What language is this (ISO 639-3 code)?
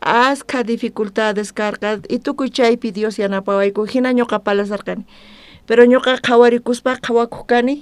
quh